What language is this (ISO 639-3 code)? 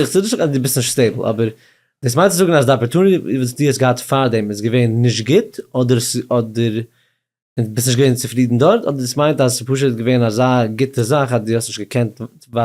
yid